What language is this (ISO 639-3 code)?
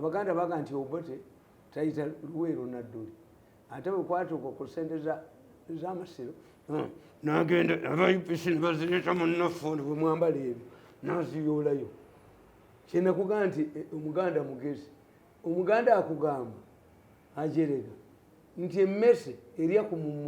lug